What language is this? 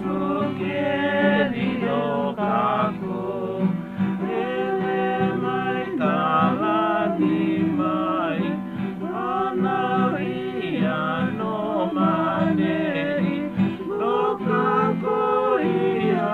Hawaiian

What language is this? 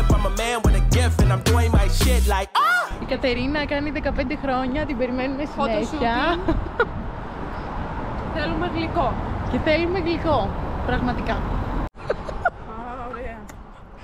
Greek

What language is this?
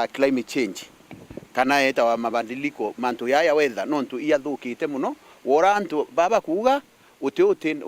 Meru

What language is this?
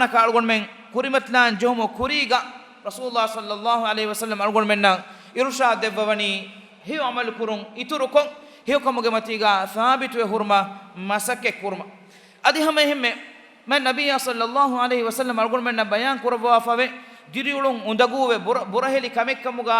Divehi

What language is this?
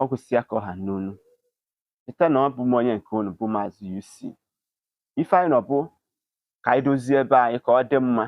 Igbo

